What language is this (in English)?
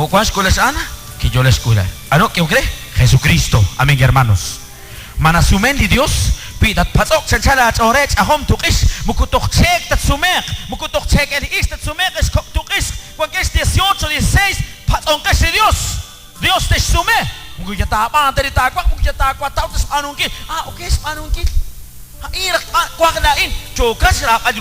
Kekchí